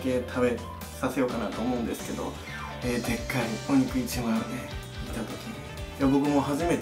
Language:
Japanese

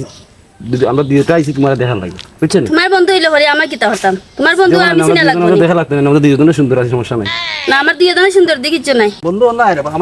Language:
Sylheti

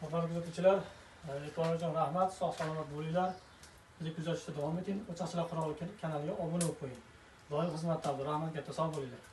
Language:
Uzbek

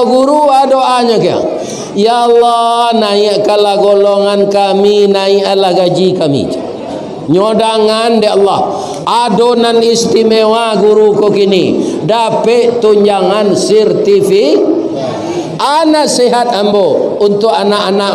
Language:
Minangkabau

